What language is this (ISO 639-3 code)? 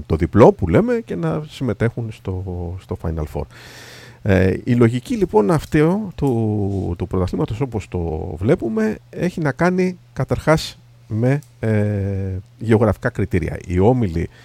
ell